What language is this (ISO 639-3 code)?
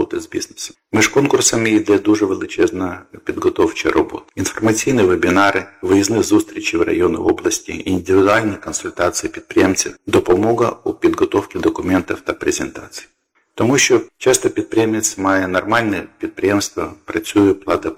ukr